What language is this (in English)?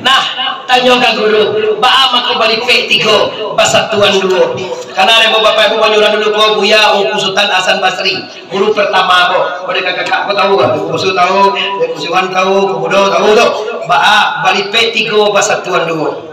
Minangkabau